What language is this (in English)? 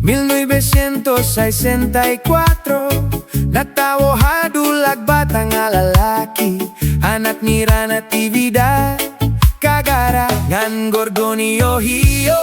Waray